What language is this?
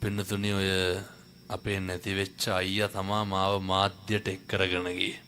Sinhala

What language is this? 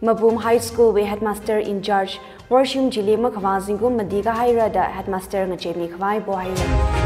Tangkhul Naga (India)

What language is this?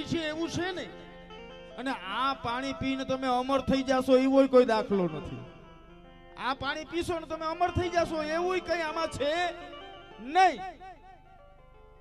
Gujarati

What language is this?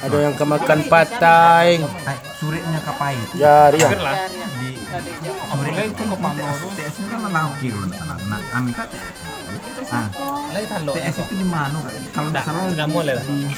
Minangkabau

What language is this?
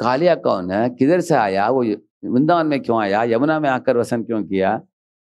Hindi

